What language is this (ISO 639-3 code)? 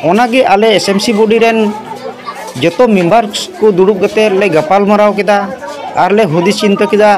sat